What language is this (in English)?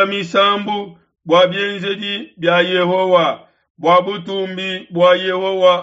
Luba-Lulua